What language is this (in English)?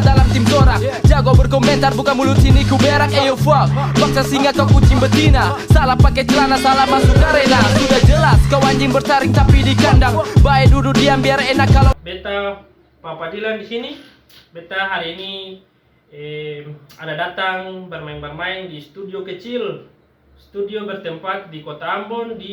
Ambonese Malay